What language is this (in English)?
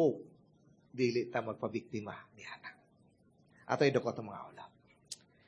Cebuano